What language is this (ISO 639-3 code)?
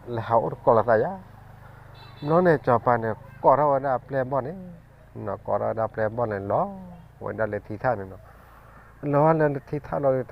ksw